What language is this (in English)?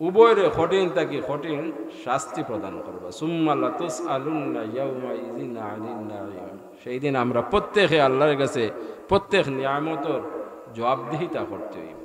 Sylheti